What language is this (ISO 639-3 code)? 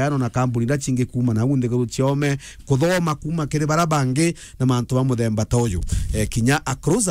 mer